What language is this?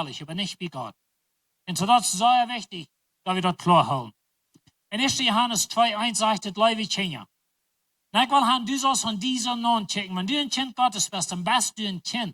Plautdietsch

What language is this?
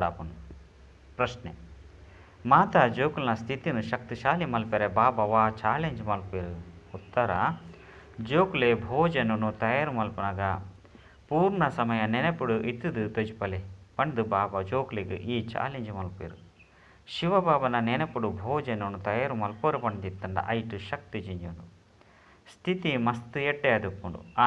Tulu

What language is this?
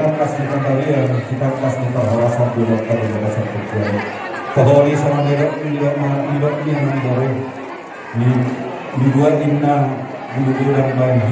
Batak Toba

